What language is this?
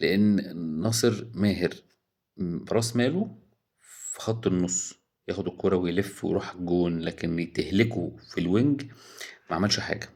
Egyptian Arabic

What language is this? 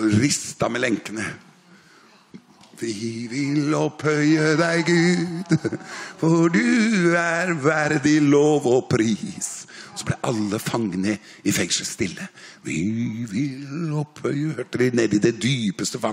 Norwegian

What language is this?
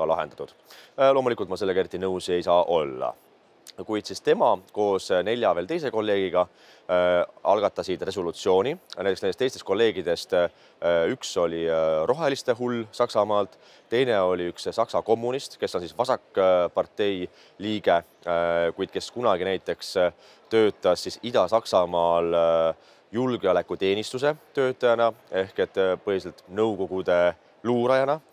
Estonian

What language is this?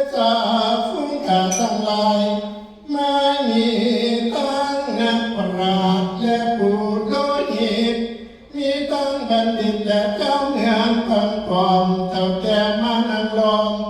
Northeastern Thai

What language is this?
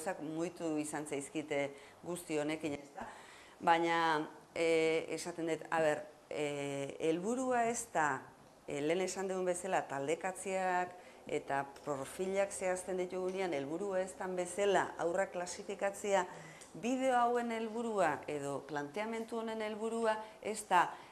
Basque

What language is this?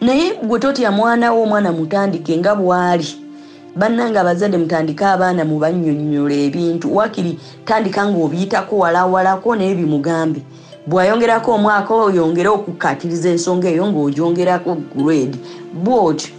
Ganda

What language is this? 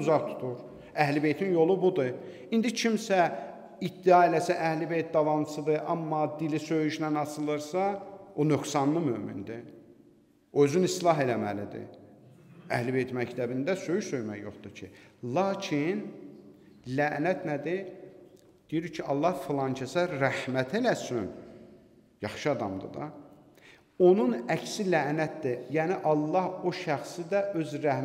Azerbaijani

